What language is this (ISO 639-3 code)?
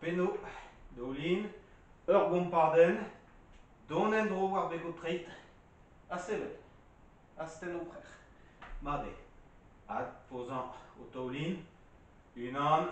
bre